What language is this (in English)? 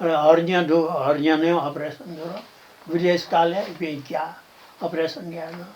Newari